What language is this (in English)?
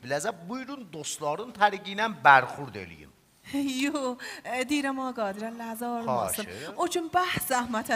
South Azerbaijani